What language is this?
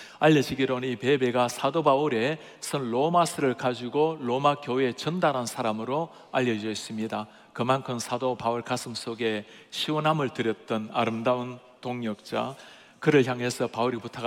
Korean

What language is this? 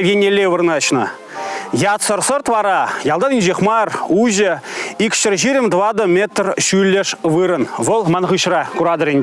Chuvash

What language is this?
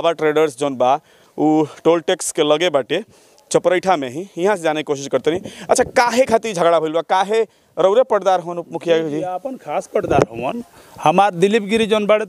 Bhojpuri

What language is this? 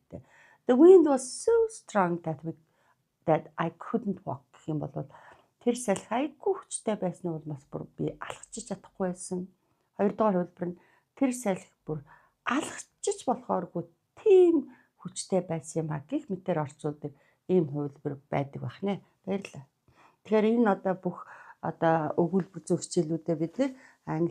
Mongolian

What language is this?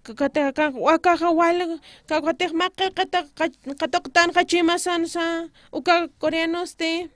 Aymara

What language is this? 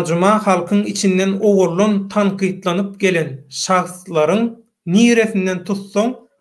Turkmen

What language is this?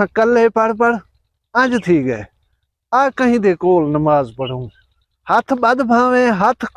Saraiki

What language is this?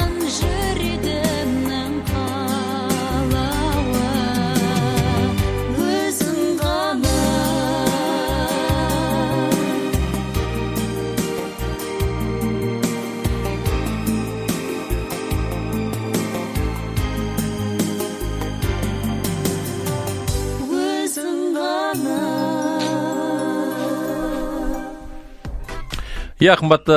Kazakh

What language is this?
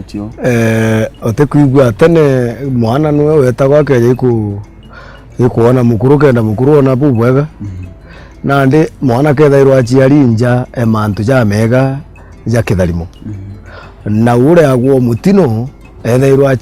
Meru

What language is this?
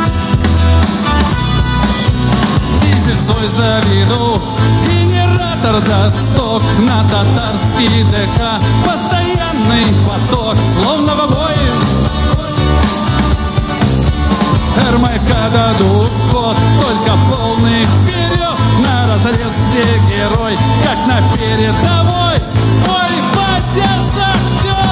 Russian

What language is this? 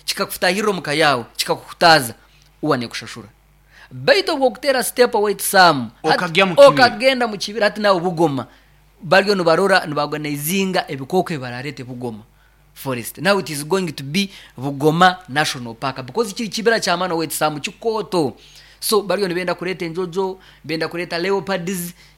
Nyoro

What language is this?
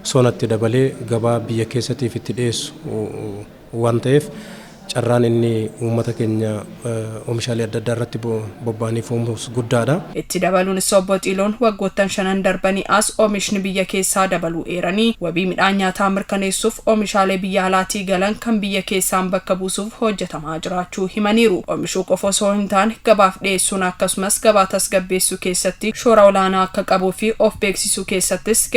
Oromo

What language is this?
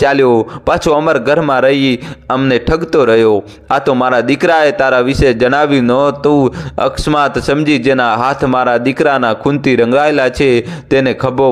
Gujarati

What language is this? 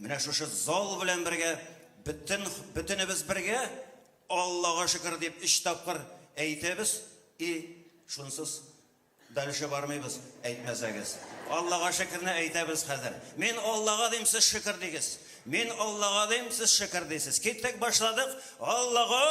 Tatar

